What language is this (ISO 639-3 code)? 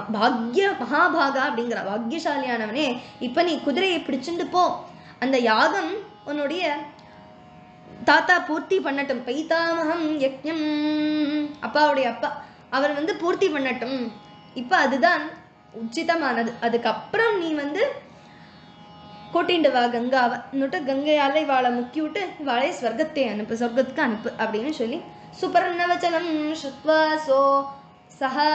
tam